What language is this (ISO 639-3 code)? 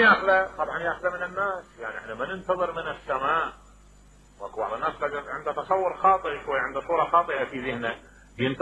acm